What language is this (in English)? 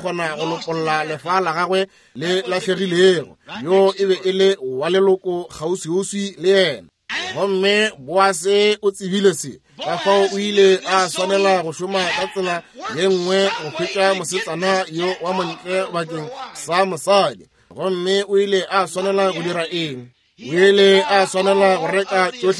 Northern Sotho